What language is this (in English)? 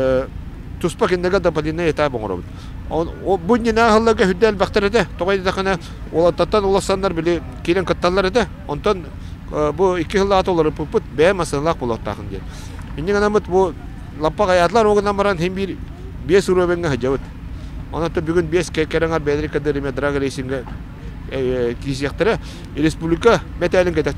Yakut